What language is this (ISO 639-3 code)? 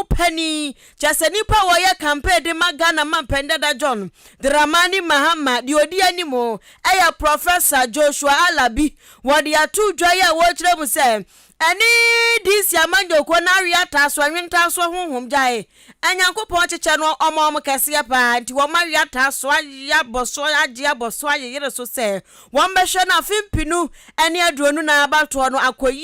aka